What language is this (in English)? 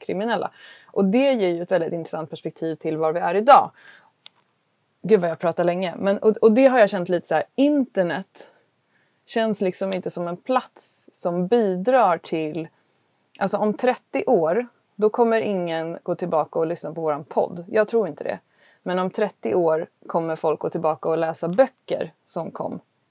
Swedish